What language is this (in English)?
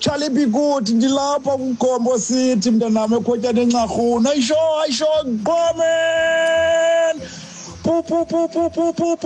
Xhosa